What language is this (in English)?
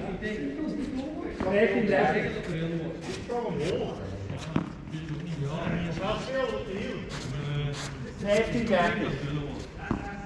Dutch